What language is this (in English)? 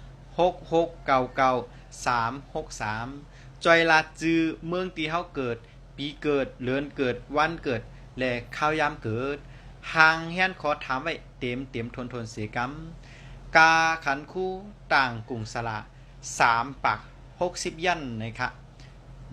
Shan